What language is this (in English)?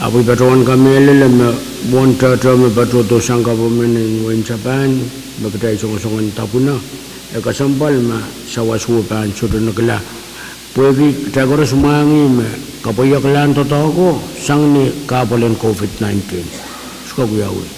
Pohnpeian